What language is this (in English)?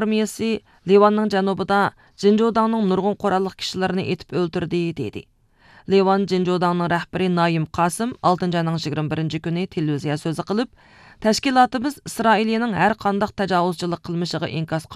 Uyghur